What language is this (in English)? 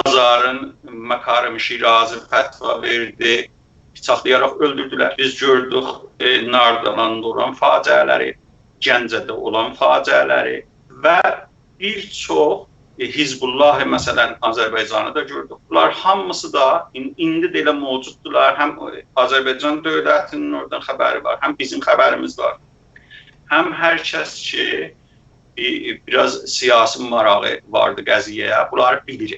South Azerbaijani